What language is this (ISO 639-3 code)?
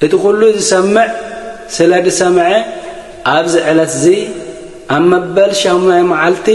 tir